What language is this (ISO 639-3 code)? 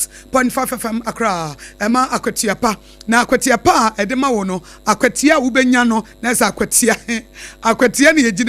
aka